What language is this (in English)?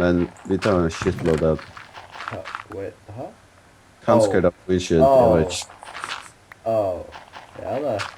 Faroese